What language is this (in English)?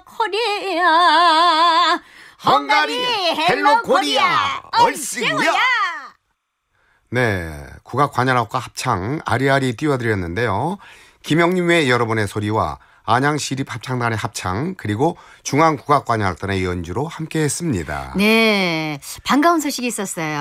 Korean